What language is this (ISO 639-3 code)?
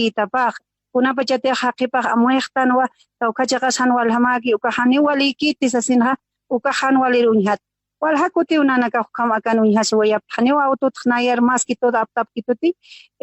aym